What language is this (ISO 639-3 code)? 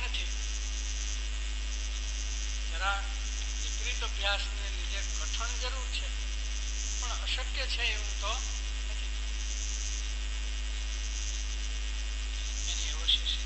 guj